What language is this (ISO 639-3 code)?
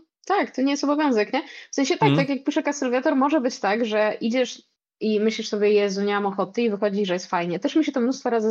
pol